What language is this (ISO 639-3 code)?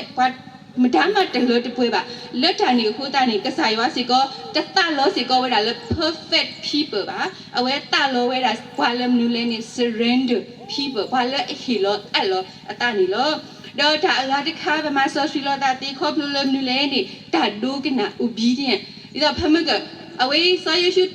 ksw